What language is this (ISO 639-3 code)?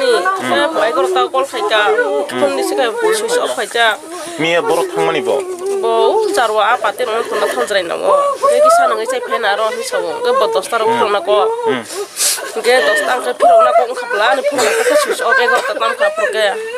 trp